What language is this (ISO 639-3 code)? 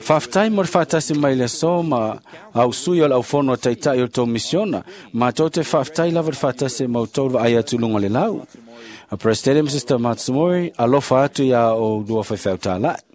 smo